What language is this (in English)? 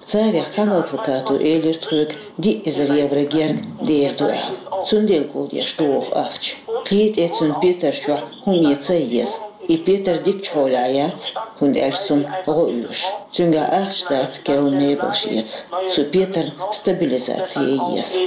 Chechen